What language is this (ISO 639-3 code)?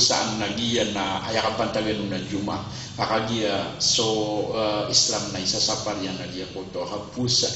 mrw